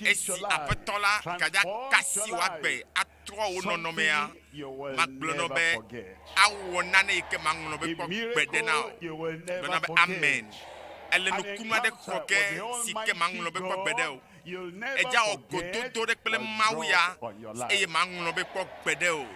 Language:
Ewe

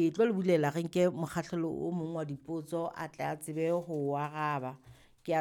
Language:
Southern Sotho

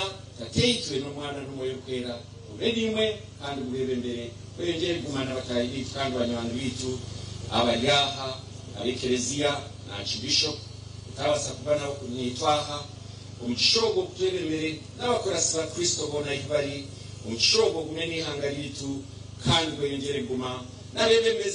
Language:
Nyankole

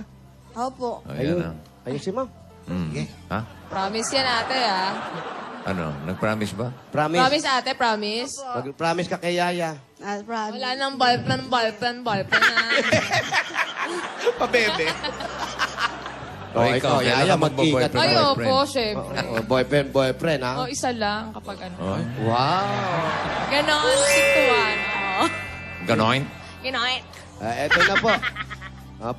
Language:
Filipino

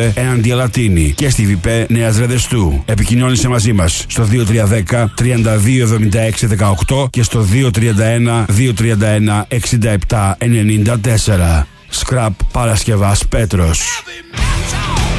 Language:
Greek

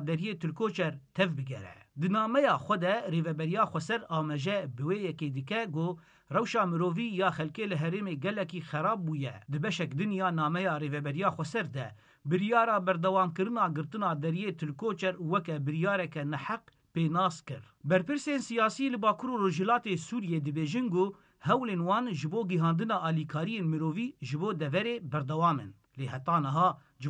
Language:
Kurdish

